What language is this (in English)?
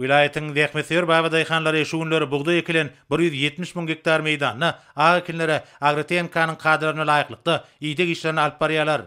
Turkmen